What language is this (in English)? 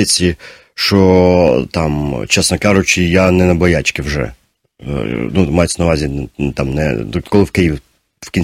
Ukrainian